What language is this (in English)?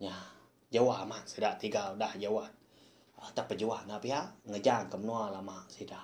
Iban